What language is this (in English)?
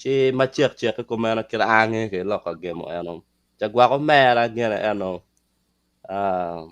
Acoli